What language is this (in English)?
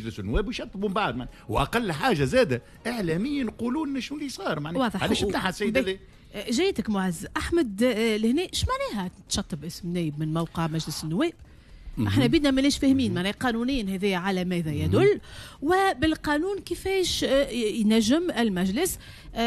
Tunisian Arabic